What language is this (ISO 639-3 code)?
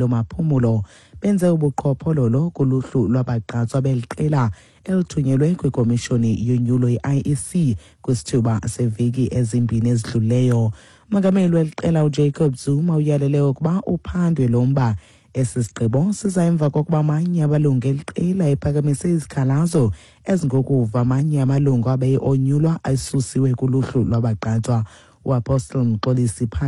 xho